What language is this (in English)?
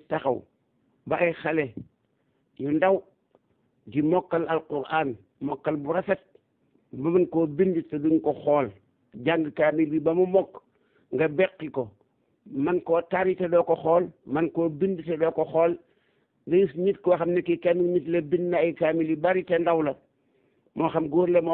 Wolof